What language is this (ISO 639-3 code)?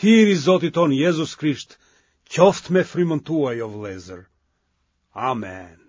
sqi